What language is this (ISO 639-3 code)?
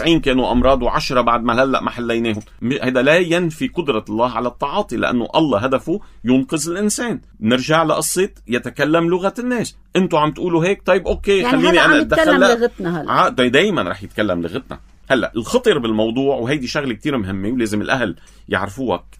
apc